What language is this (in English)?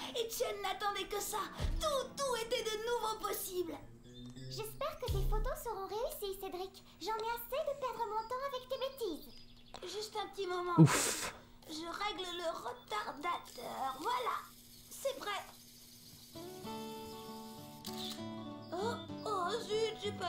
French